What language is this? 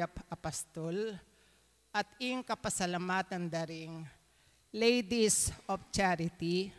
Pampanga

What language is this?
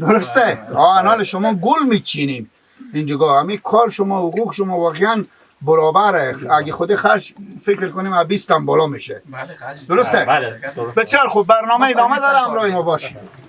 Persian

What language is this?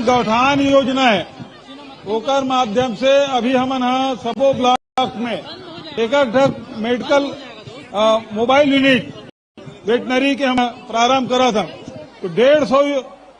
Chhattisgarhi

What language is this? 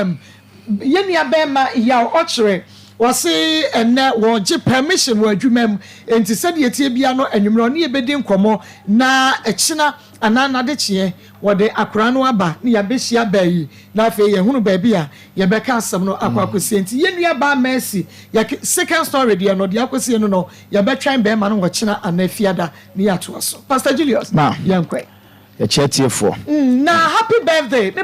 Akan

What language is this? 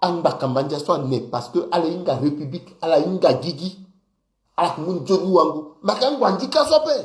Sango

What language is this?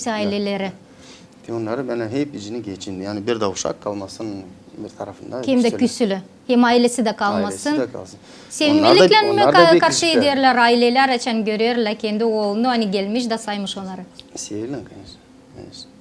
Gagauz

